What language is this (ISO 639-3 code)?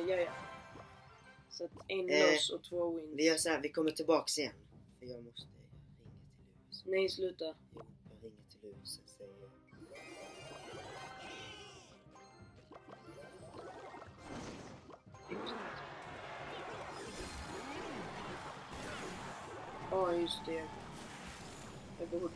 swe